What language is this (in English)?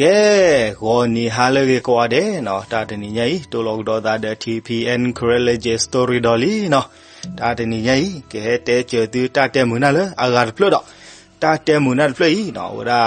S'gaw Karen